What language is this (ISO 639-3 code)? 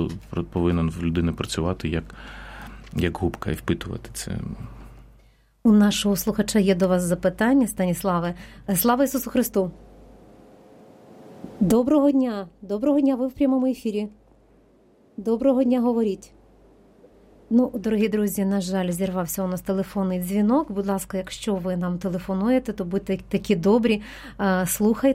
ukr